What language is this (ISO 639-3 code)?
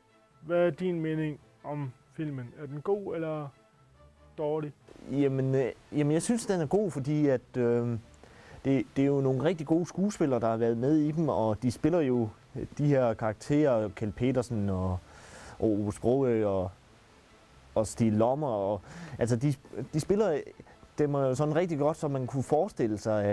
dan